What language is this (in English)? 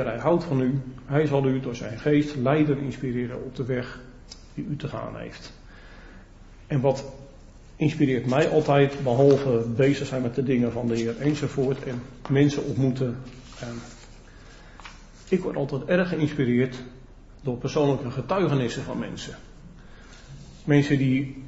Dutch